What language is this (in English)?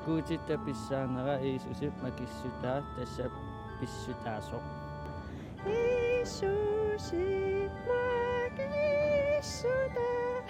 Kalaallisut